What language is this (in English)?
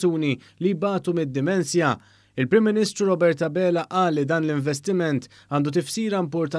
Maltese